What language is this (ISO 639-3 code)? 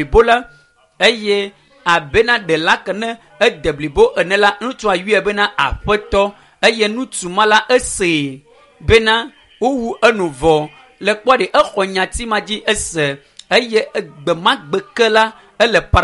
ewe